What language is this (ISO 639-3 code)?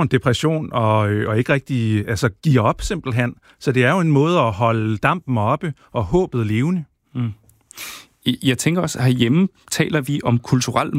dan